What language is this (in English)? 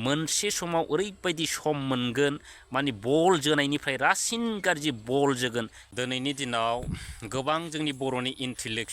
Bodo